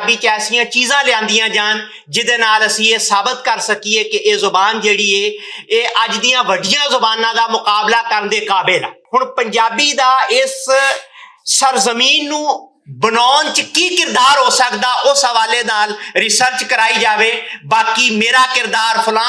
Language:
Western Panjabi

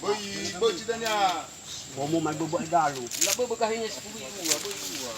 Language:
Nias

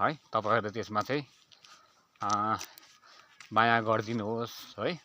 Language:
Nepali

